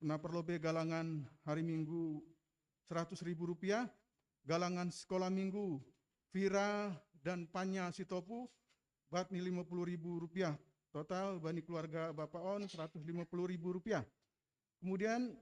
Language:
Batak Simalungun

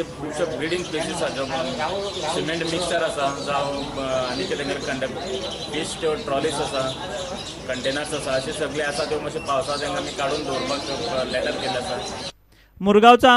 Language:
Konkani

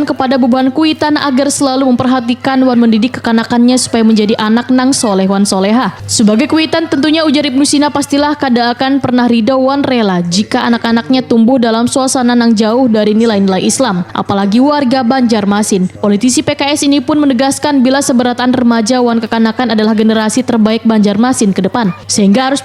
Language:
Banjar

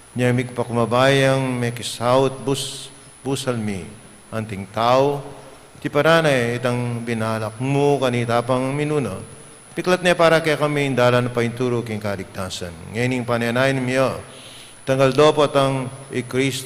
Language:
Pampanga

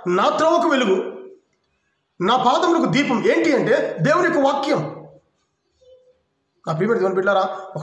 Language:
Telugu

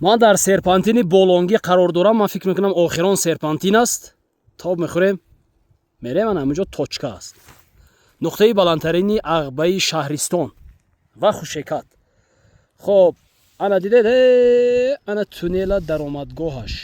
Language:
Tajik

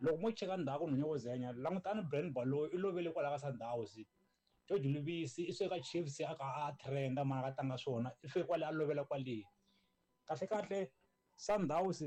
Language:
Tsonga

